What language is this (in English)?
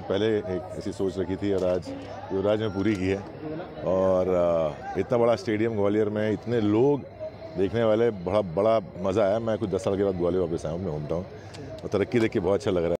Hindi